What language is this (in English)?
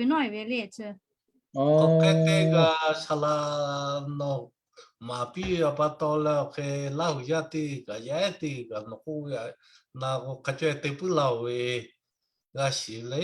Lahu